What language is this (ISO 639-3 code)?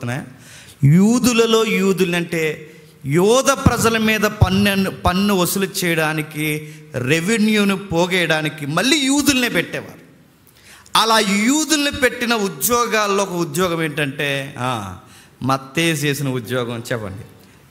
tel